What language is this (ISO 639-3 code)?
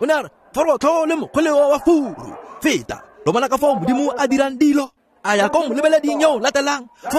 tsn